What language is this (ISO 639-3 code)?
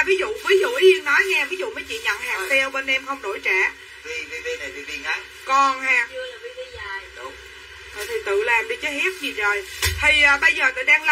vie